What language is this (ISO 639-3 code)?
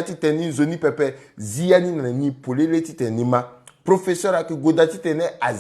sag